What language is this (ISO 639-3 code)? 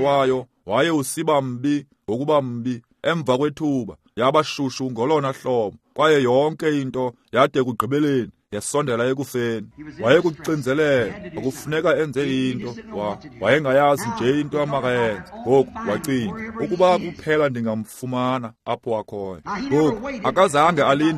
xho